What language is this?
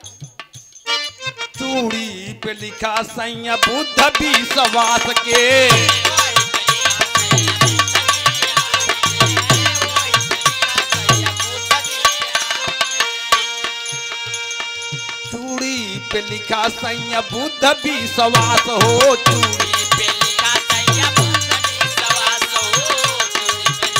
Bhojpuri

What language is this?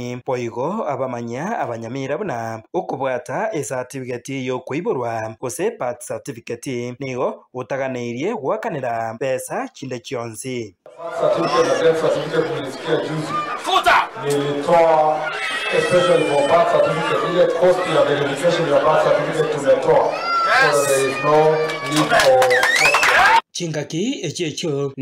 Gusii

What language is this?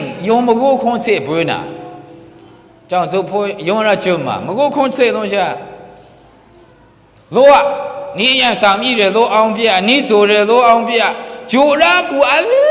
Maru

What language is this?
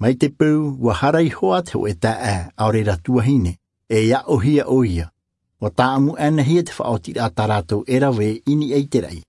Tahitian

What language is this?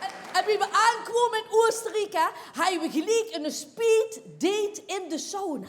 Limburgish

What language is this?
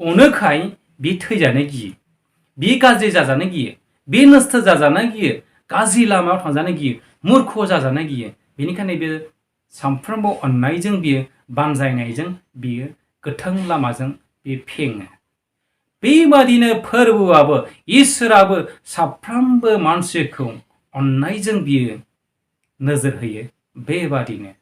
Bodo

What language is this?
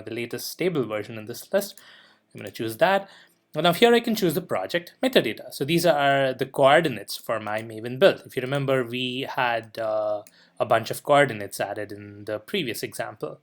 English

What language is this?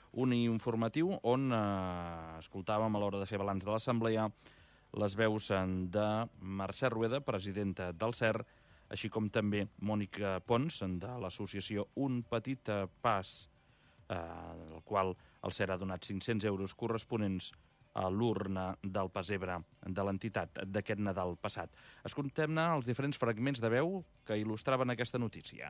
Catalan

